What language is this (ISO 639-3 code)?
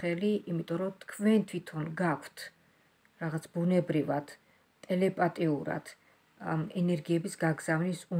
kat